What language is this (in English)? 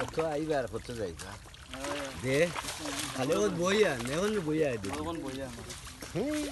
Sylheti